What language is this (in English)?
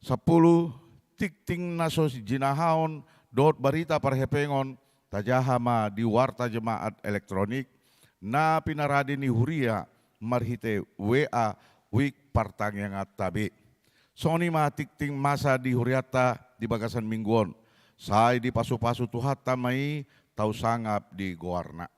Batak Toba